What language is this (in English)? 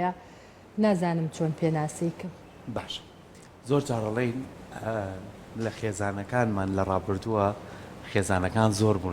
Central Kurdish